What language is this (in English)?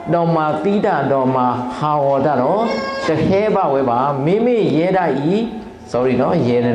S'gaw Karen